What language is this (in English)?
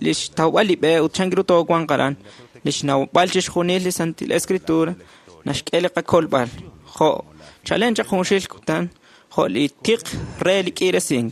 Kekchí